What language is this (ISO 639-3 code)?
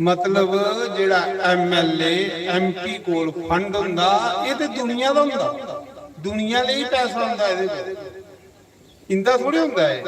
doi